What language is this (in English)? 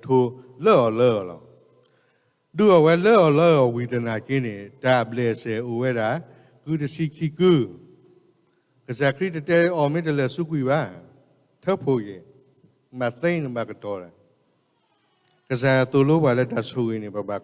S'gaw Karen